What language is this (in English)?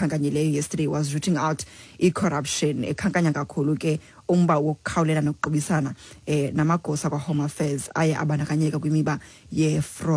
Xhosa